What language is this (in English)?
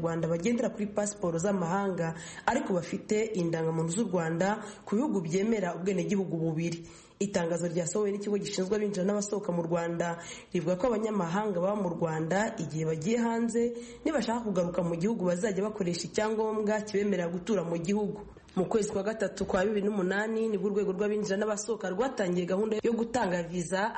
Kinyarwanda